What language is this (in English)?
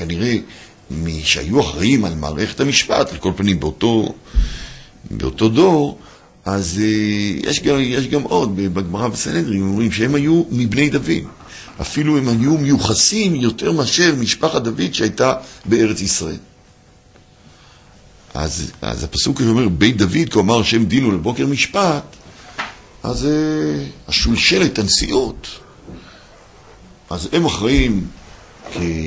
Hebrew